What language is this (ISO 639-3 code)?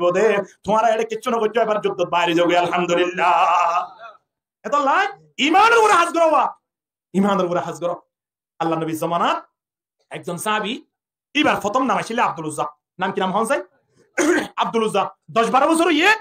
rhg